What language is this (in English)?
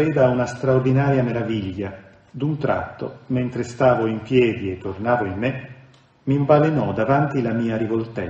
Italian